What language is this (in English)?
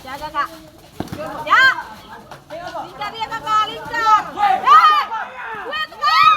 Ambonese Malay